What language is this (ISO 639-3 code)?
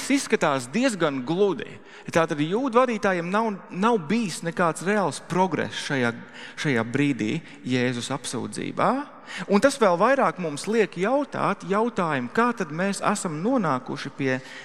lav